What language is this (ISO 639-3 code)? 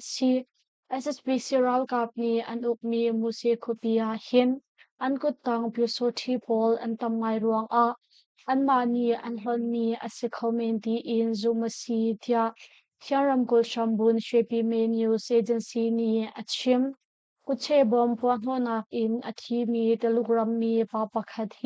cnh